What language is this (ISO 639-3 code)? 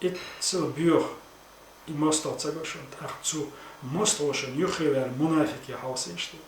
che